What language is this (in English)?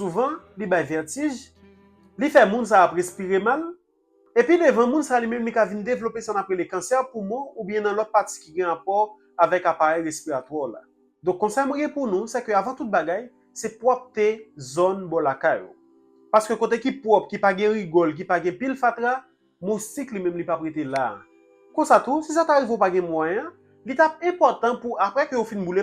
Haitian Creole